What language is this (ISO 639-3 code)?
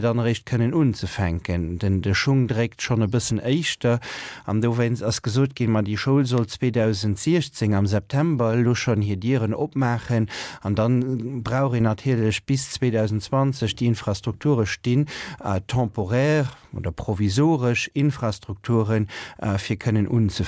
ltz